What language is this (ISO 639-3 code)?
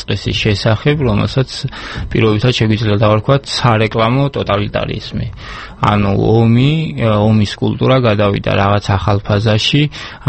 kat